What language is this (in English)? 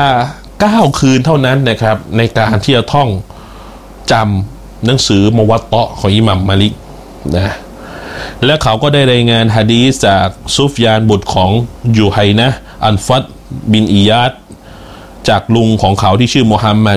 Thai